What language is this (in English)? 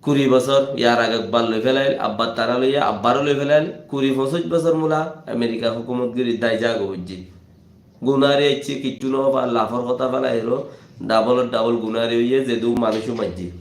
Rohingya